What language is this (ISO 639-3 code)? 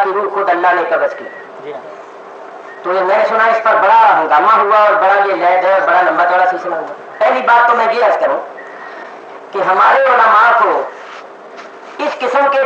urd